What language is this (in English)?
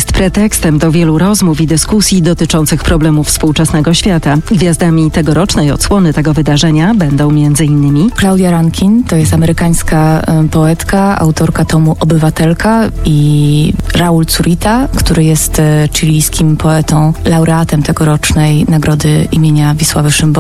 Polish